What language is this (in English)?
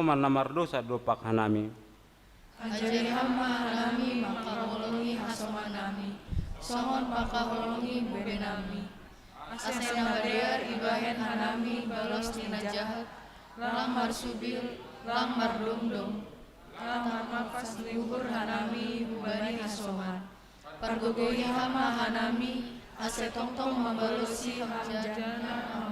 Batak Simalungun